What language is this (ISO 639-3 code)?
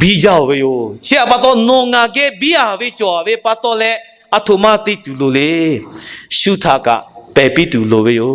lhu